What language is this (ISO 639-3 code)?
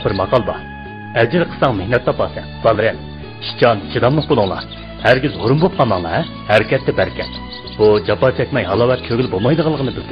uig